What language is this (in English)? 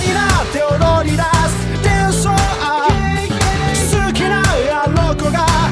Japanese